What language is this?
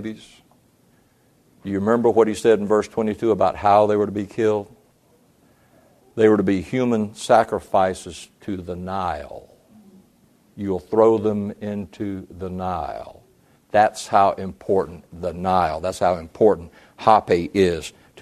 English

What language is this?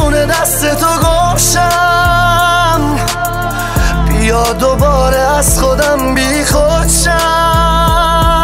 Persian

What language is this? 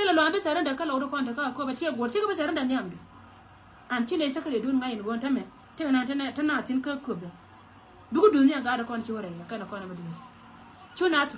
Nuer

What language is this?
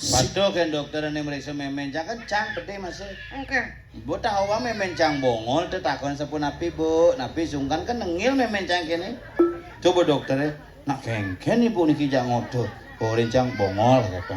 Balinese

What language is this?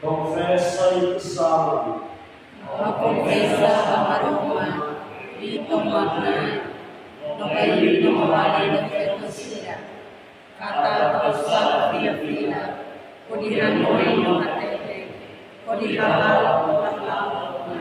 Tetum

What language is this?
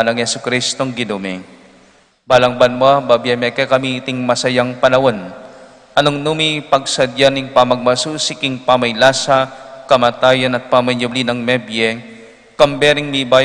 Pampanga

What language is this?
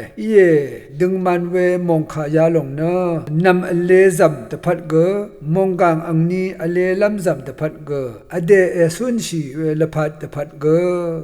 Rawang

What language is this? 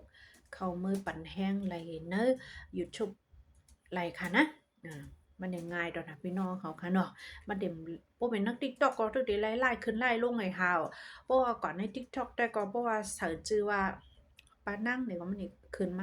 Shan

